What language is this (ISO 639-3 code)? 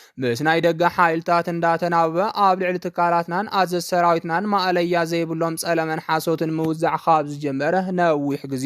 tir